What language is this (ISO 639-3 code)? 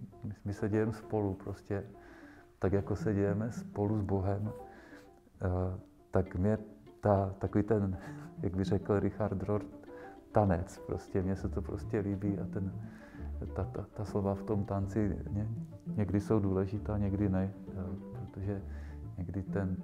ces